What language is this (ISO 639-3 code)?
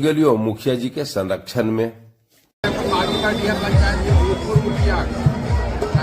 mag